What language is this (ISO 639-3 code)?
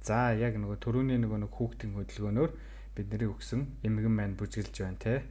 mon